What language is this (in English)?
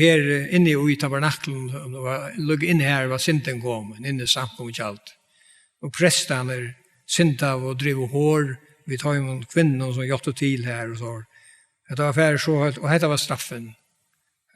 Faroese